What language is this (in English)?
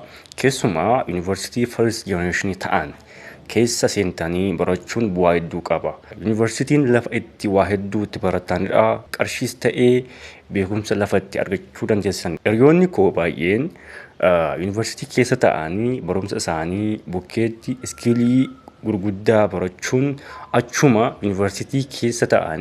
Oromo